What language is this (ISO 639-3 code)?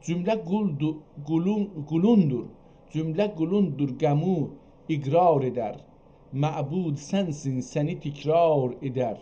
azb